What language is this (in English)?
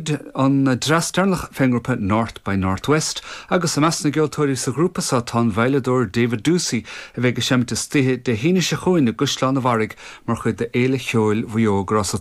Irish